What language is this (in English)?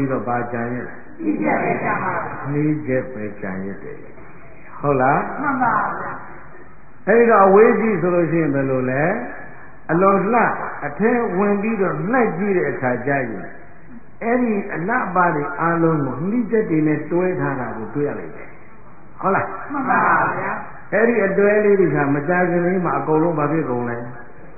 Burmese